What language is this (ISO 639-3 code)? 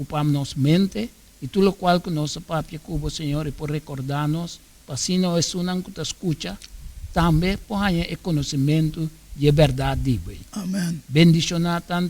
pap